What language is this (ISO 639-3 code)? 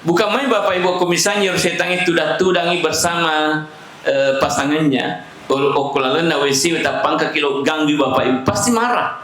bug